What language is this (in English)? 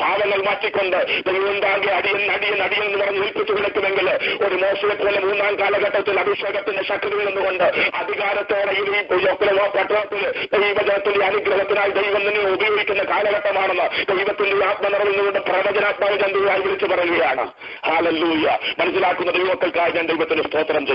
Malayalam